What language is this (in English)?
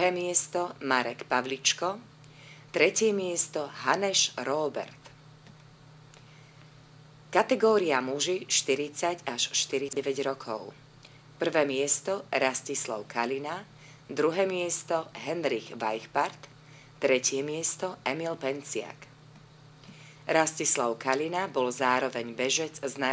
Slovak